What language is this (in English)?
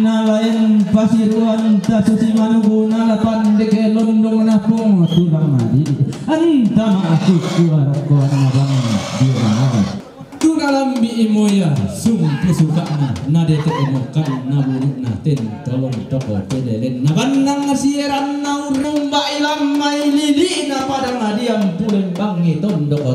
Toraja-Sa'dan